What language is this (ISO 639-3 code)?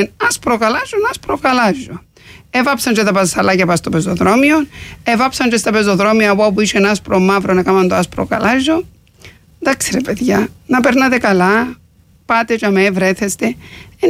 ell